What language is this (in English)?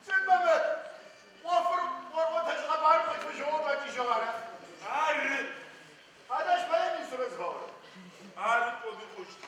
Adyghe